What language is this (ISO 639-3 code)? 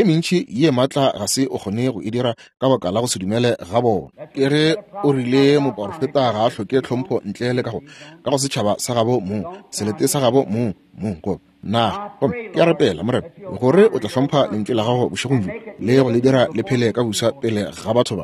nso